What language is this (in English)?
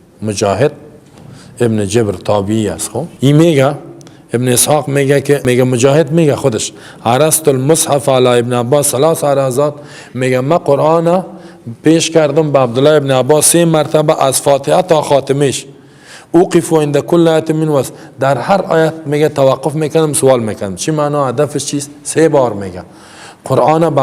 Persian